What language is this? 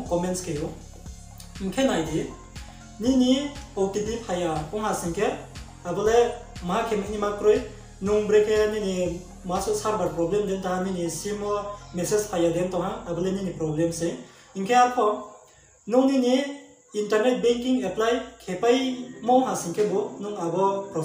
Riang (India)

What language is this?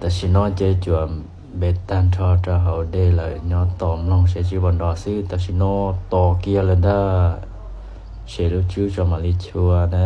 Hmong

